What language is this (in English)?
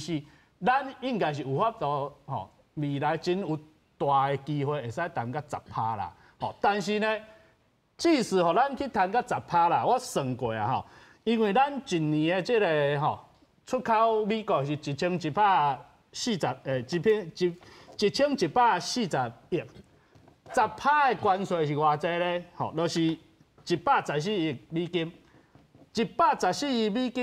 Min Nan Chinese